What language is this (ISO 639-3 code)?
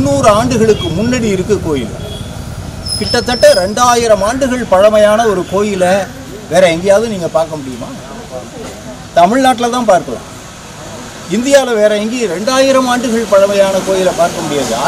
tam